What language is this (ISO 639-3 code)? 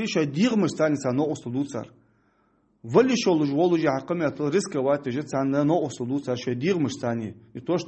inh